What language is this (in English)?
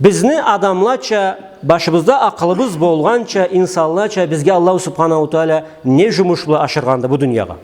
Karachay-Balkar